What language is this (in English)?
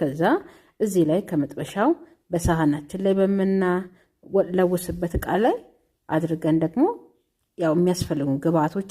Amharic